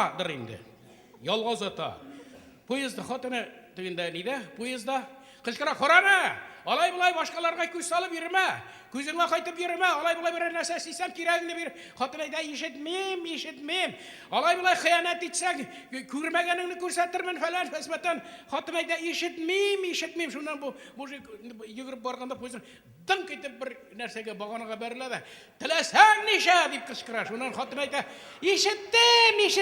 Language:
Tatar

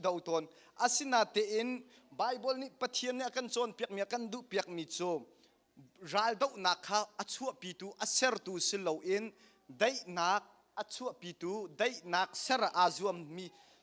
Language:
Hakha Chin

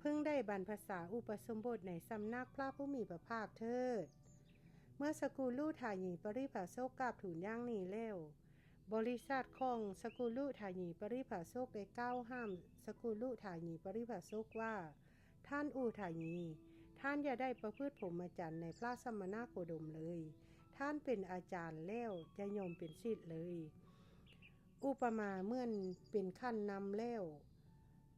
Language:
Lao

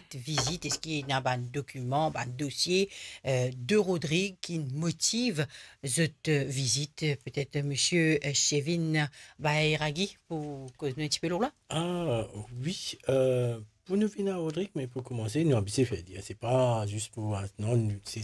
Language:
Morisyen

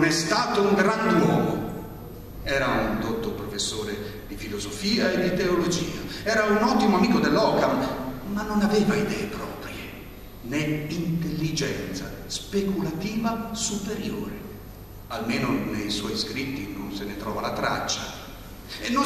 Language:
Italian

